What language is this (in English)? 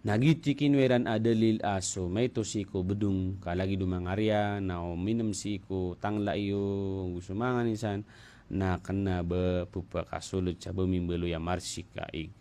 Maranao